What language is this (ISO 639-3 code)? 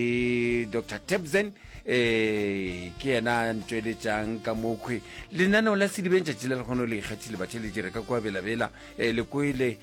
nso